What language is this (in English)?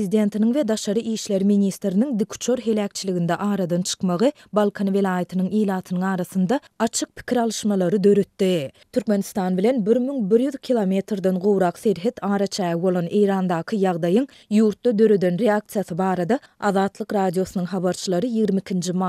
Turkmen